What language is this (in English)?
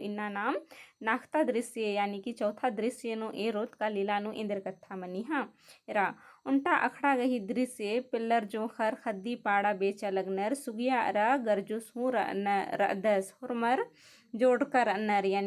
Kurukh